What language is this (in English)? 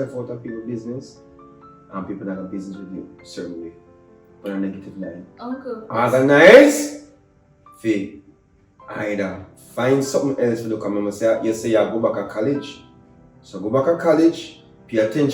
Jamaican Creole English